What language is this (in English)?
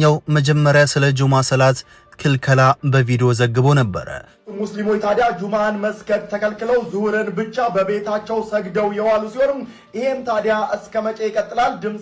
Amharic